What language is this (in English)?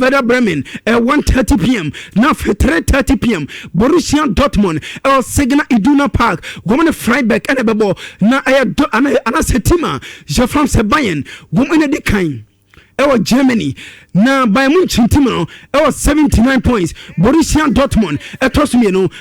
Akan